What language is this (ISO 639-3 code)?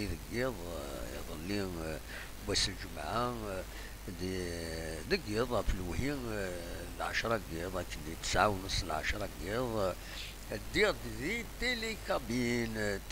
kab